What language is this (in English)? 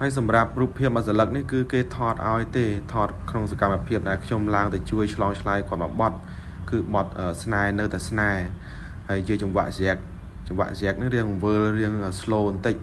Khmer